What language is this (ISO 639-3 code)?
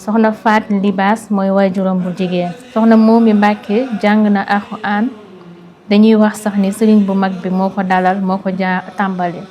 wol